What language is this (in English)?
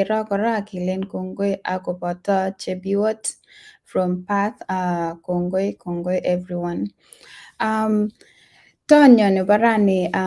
Kalenjin